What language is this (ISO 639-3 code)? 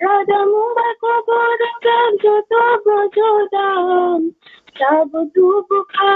trp